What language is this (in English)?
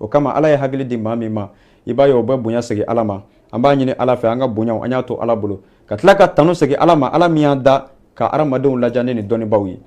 Bambara